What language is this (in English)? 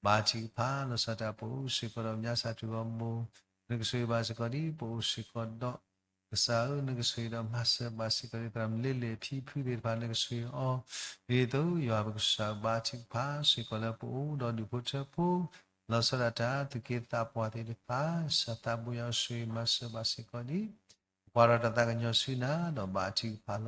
S'gaw Karen